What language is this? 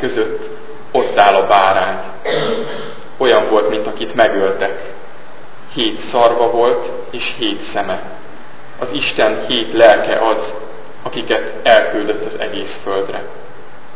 Hungarian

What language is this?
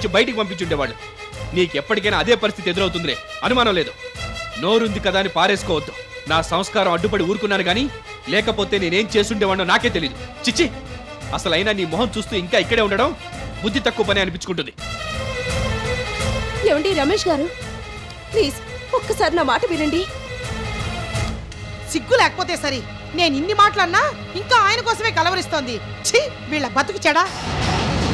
Telugu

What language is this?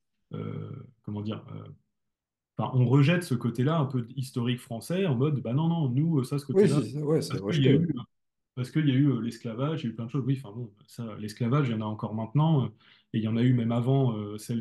French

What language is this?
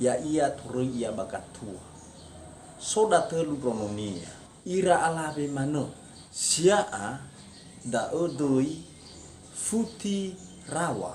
Nias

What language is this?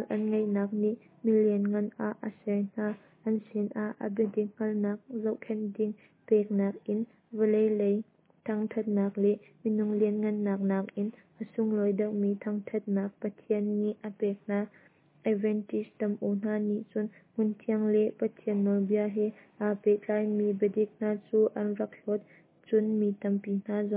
Hakha Chin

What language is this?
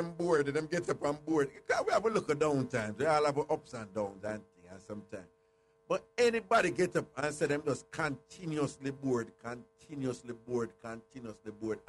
Jamaican Creole English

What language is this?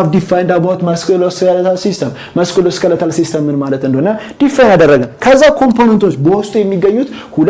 Amharic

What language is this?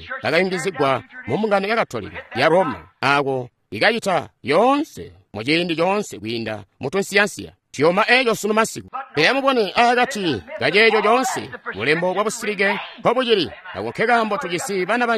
Tonga (Zambia)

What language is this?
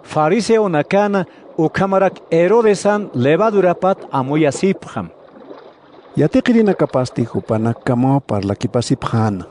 Aymara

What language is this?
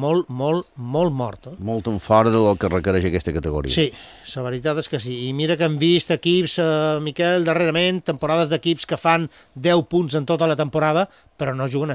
Catalan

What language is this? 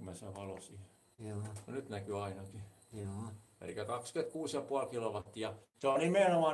Finnish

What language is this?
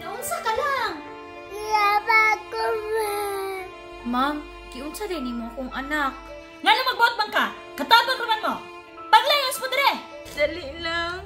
Cebuano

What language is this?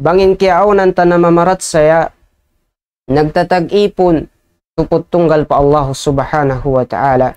Tausug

